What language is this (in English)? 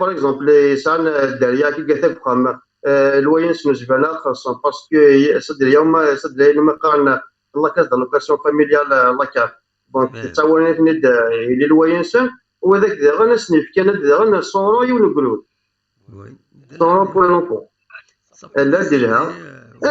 Kabyle